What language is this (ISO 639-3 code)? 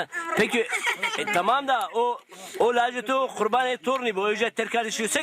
zza